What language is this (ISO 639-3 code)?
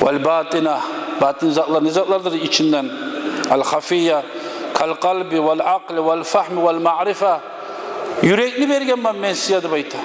kum